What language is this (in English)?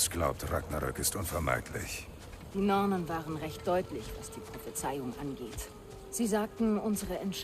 Bavarian